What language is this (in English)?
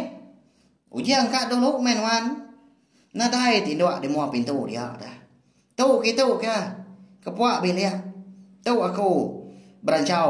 Iban